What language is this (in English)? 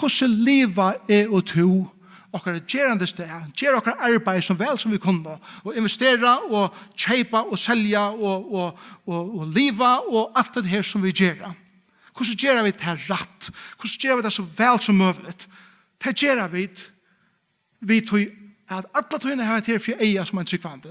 Faroese